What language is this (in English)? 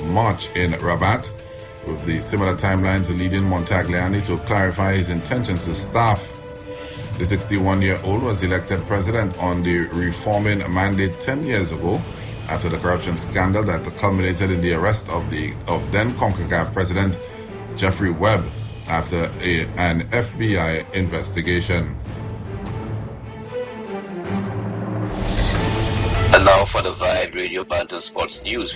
English